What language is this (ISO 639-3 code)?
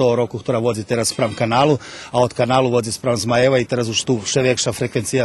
rue